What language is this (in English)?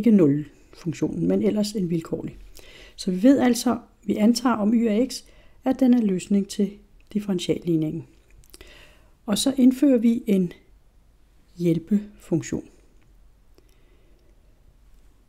Danish